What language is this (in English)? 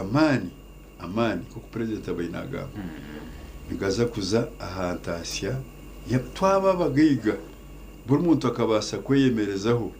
Nyankole